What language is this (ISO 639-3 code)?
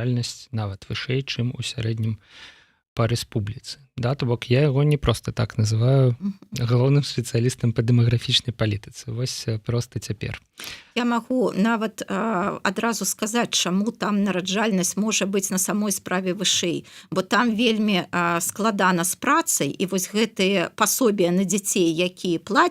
bel